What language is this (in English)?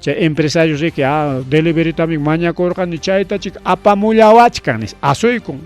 Ayacucho Quechua